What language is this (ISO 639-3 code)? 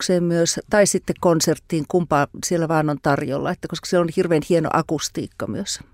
fin